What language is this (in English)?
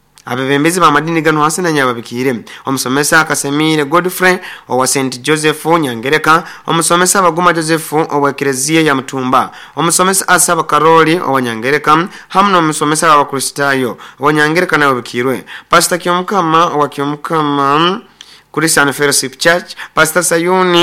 Nyankole